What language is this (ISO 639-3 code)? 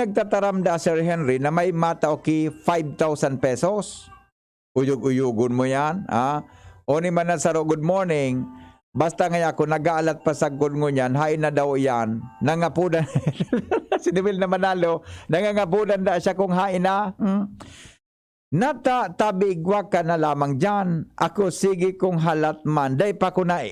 bik